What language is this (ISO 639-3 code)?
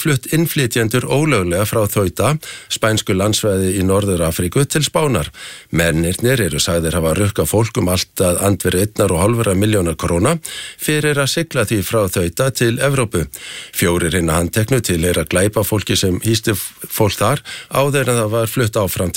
isl